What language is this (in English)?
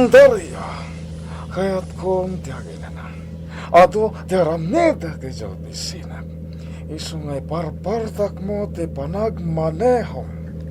Iloko